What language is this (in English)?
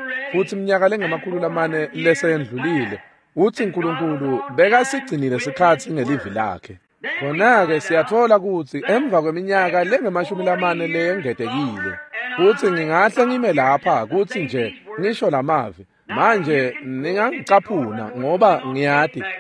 Swati